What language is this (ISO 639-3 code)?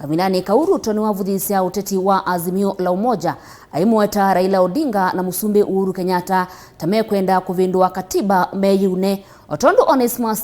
kam